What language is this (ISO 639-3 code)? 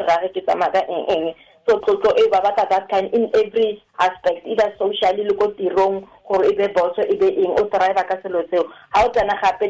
tsn